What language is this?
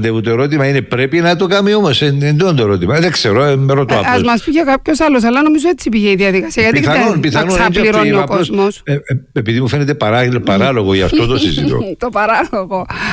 Greek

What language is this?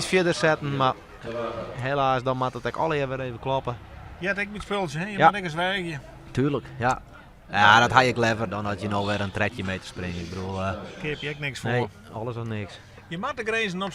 Western Frisian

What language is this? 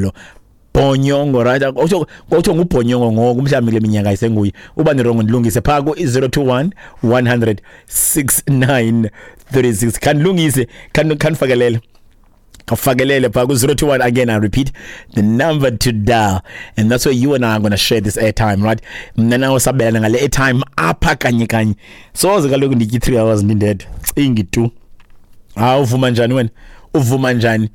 Xhosa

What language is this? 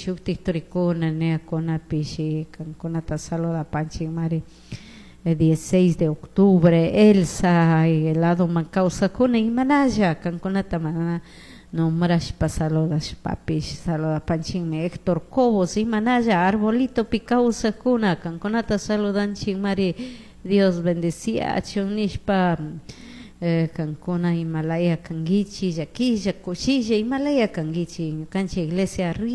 Chimborazo Highland Quichua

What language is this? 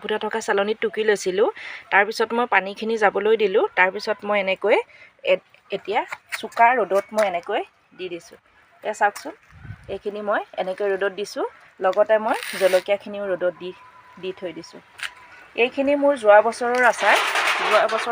Assamese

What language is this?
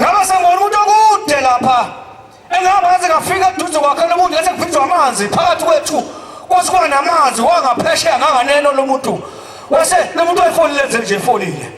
Zulu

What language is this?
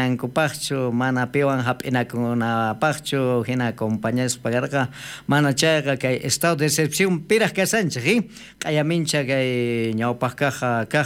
South Bolivian Quechua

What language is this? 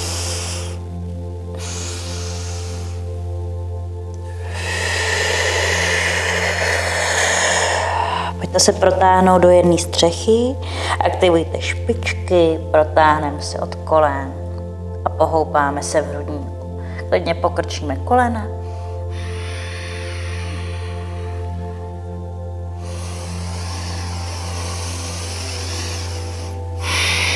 Czech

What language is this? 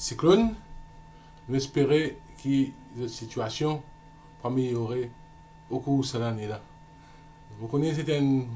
Morisyen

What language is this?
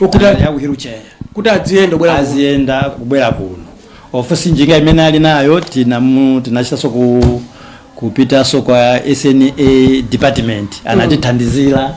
Nyanja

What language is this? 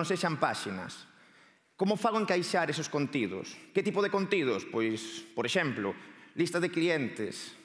Galician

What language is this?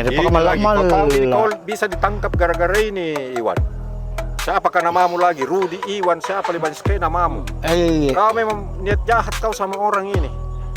Makassar Malay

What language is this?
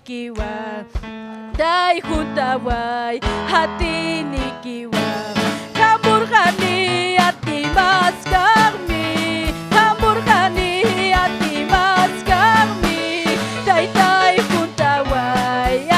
Ayacucho Quechua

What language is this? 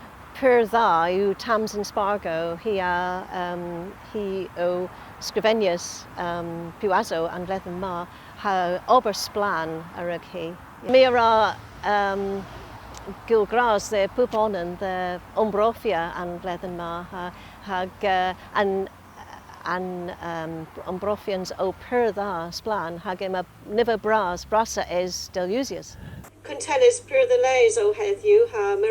Cornish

